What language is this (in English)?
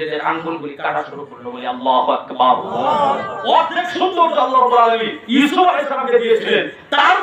Bangla